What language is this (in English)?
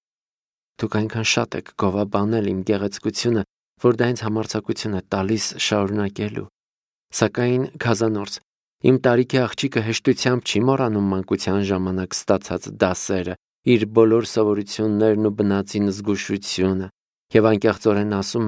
Armenian